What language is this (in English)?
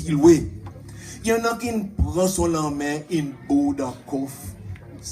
Seselwa Creole French